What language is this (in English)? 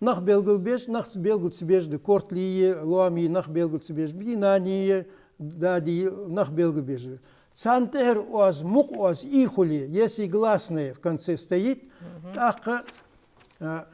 Ingush